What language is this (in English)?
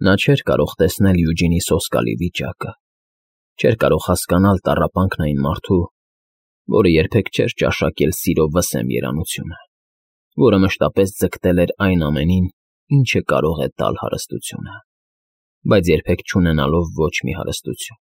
Armenian